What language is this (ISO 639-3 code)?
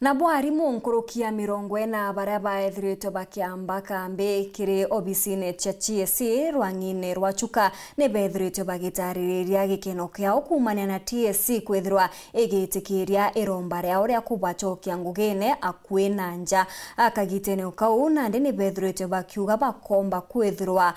mer